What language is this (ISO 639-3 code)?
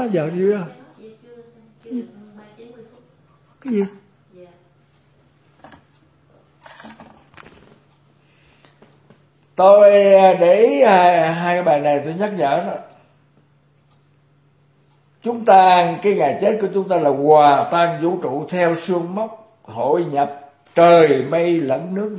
vie